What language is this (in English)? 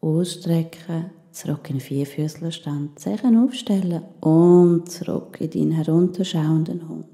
Swiss German